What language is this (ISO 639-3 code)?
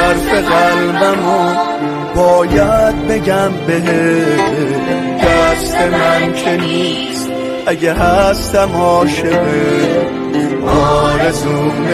fas